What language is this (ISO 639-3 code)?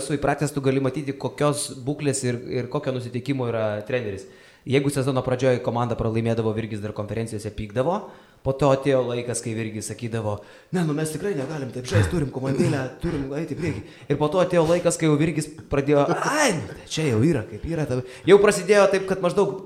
lit